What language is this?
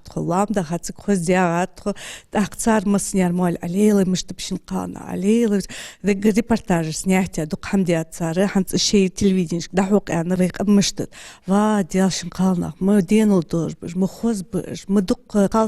Ingush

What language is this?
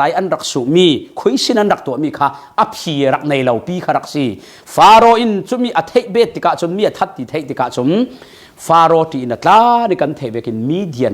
Falam Chin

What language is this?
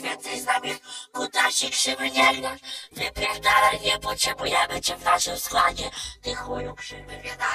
Polish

